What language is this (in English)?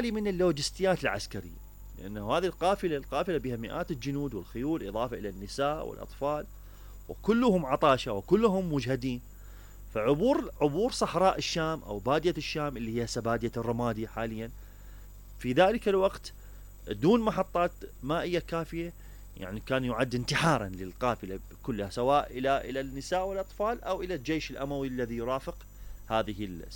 Arabic